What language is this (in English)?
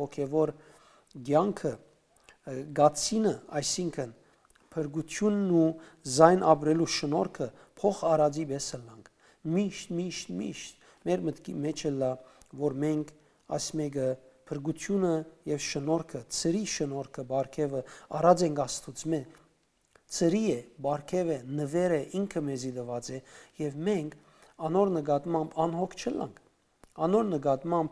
Western Armenian